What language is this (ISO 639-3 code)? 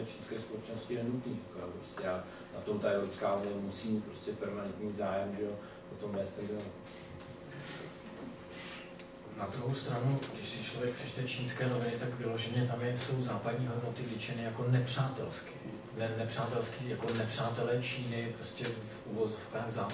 ces